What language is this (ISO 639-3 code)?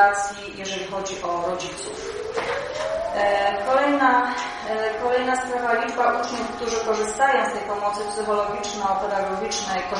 pol